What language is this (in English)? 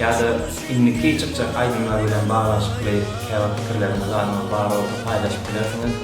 Turkmen